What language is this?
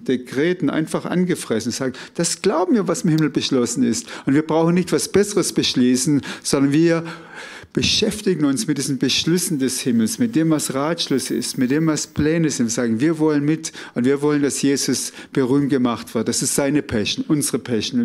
Swiss German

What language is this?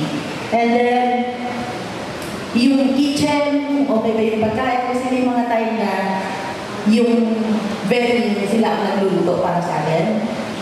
Filipino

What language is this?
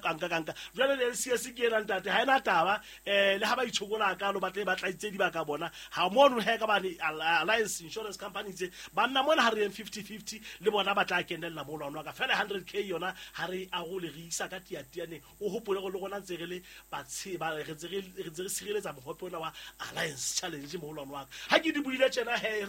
Southern Sotho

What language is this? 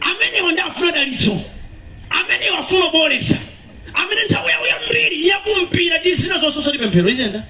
Nyanja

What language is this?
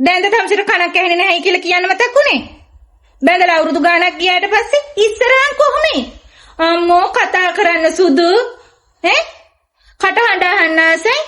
Sinhala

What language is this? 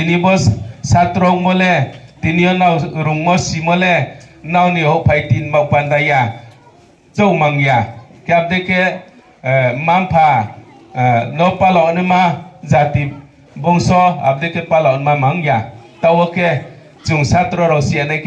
Riang (India)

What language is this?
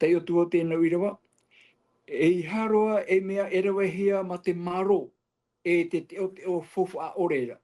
Tahitian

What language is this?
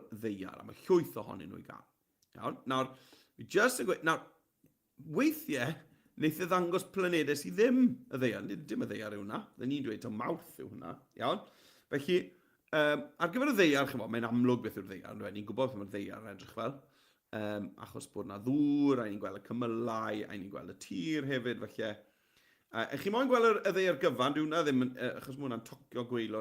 Welsh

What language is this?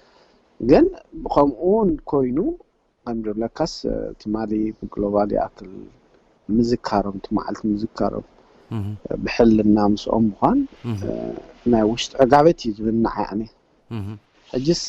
Tigrinya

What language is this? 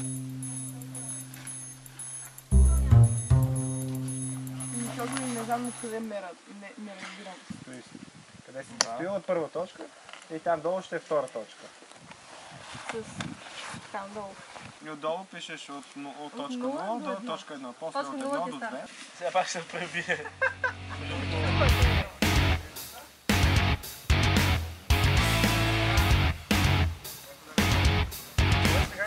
Bulgarian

